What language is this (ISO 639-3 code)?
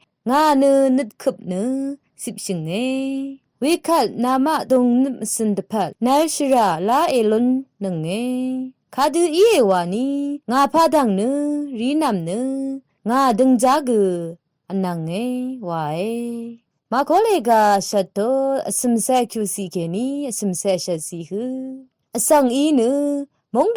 raw